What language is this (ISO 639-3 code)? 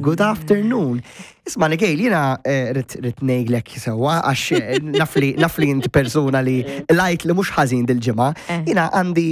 mlt